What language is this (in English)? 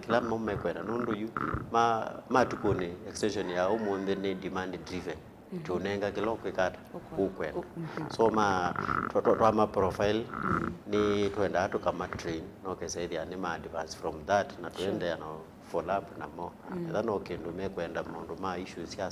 Kamba